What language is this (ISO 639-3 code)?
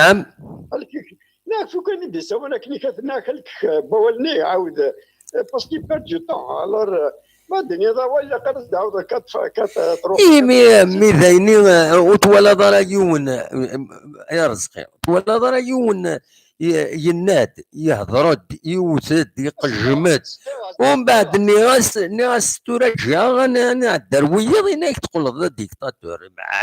kab